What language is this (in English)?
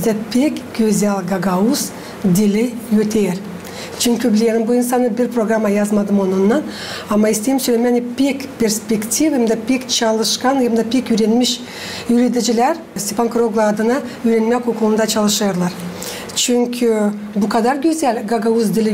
Gagauz